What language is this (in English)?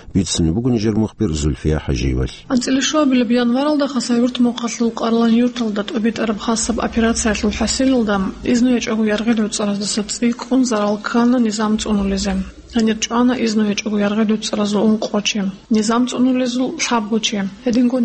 Avaric